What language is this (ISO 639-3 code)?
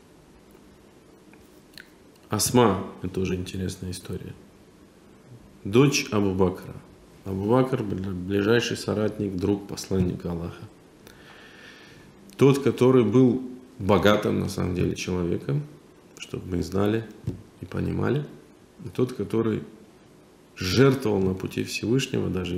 rus